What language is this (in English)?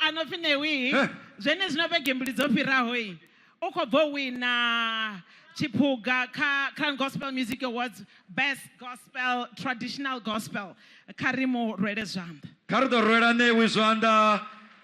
Venda